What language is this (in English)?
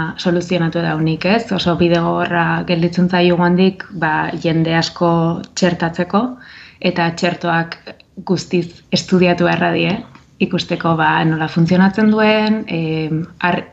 Basque